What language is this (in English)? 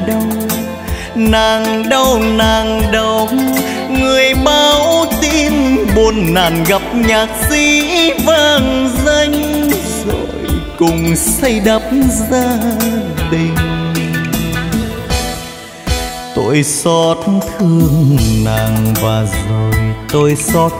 Vietnamese